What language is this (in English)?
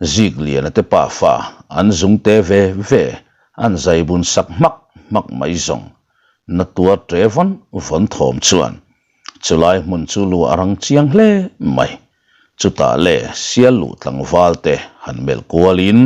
Mizo